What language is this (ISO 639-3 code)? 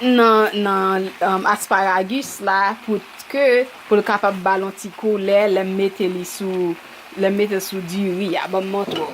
hat